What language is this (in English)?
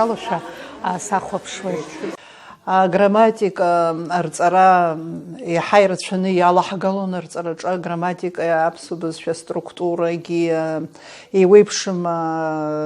Abkhazian